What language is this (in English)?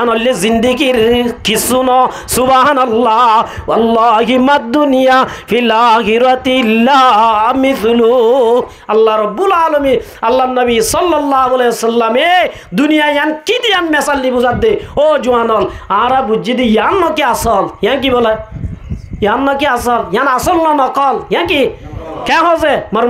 Rohingya